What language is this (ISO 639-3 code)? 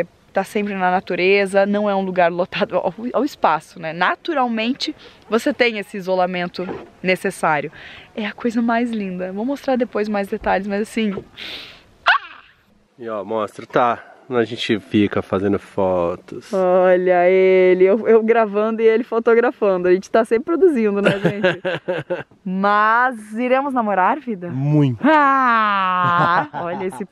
por